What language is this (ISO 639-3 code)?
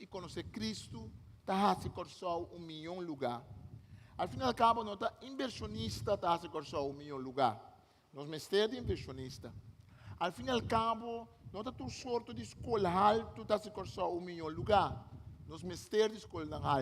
pap